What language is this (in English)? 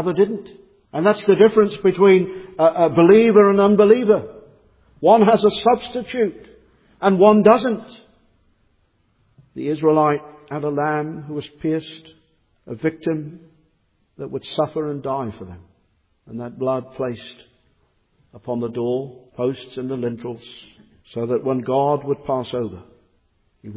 English